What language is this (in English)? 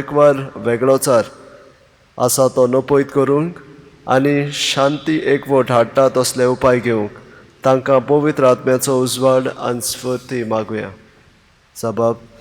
Konkani